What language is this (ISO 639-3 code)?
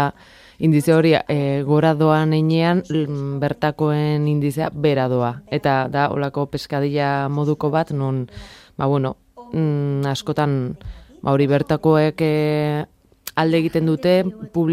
eus